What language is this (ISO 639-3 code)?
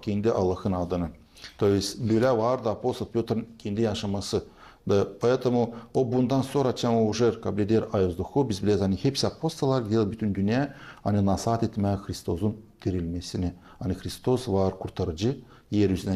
gag